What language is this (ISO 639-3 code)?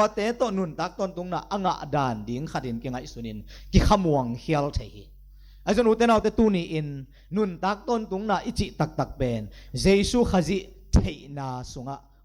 ctd